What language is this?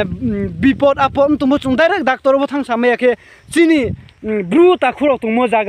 Riang (India)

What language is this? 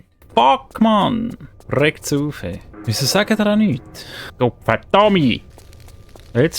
Swiss German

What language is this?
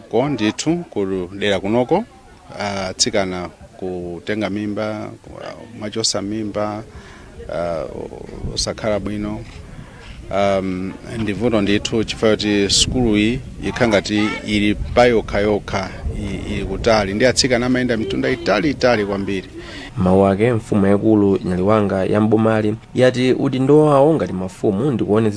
Nyanja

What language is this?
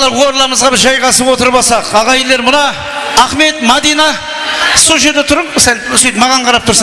Kara-Kalpak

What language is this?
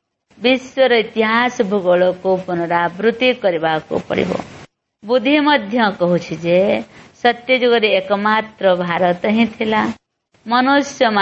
Odia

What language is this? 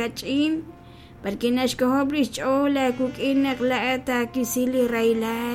Kekchí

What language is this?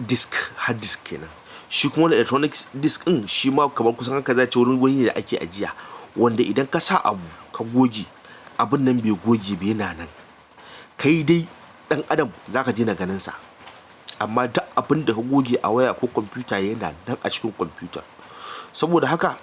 Hausa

